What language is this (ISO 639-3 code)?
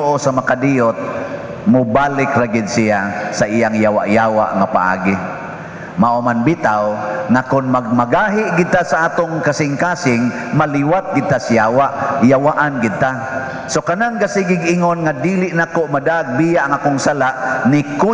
ceb